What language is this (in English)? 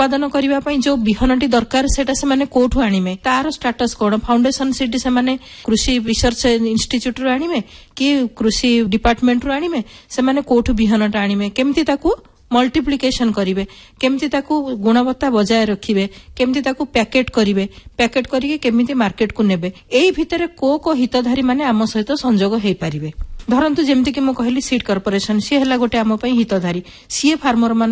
Odia